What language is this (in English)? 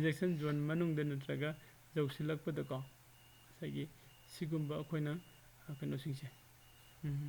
Manipuri